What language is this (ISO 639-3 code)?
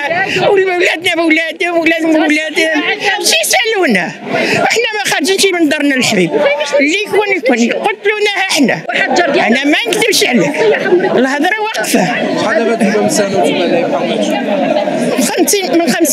ary